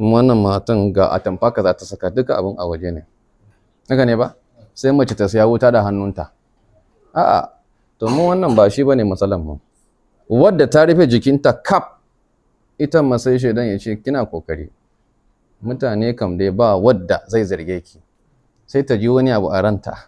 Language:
Hausa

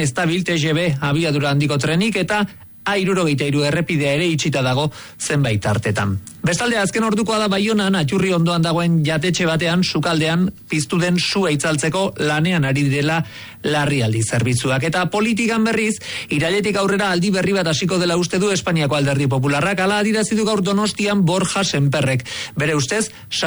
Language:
Basque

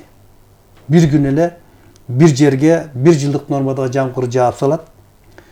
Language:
Kyrgyz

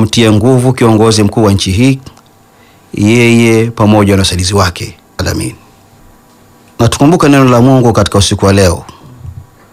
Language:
Swahili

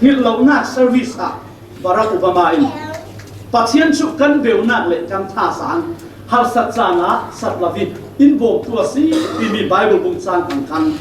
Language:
Falam Chin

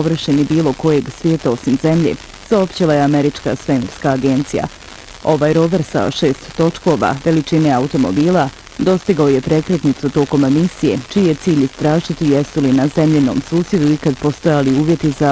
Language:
Bosnian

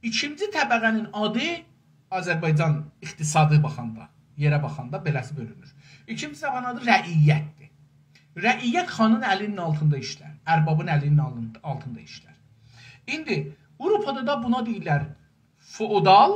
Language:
South Azerbaijani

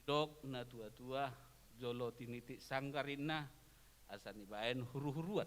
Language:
Batak Toba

